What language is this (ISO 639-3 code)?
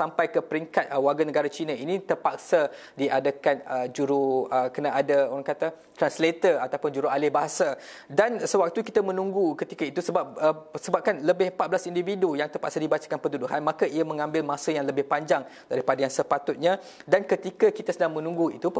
msa